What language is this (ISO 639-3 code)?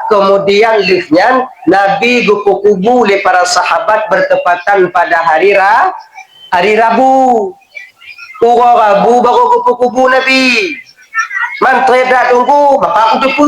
ace